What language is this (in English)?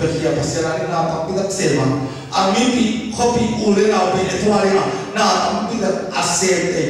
Tedim Chin